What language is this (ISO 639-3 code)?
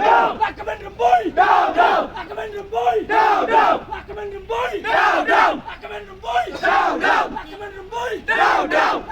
pbv